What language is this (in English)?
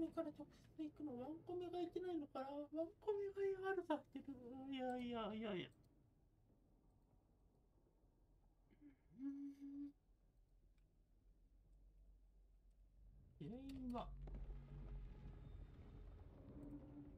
Japanese